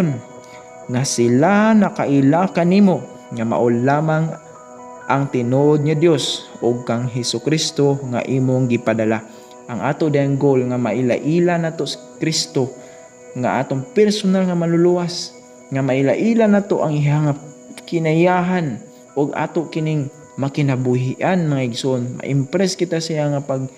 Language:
Cebuano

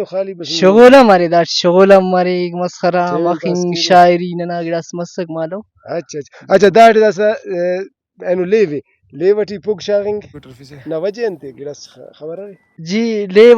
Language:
Brahui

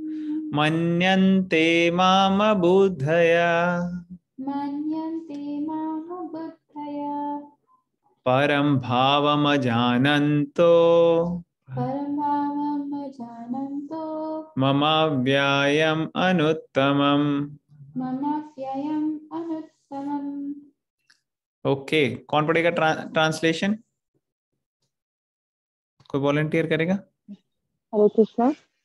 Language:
Hindi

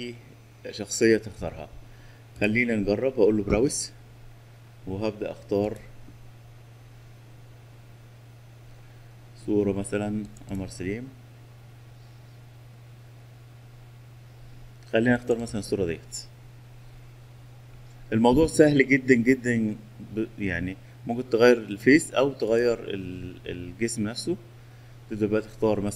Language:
Egyptian Arabic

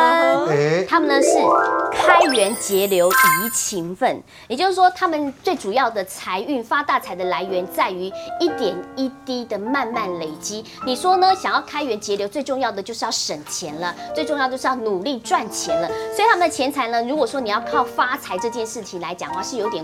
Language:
Chinese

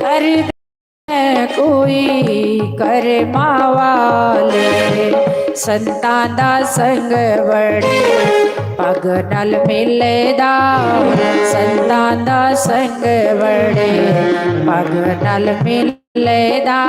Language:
Dogri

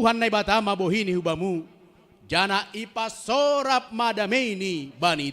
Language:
Batak Simalungun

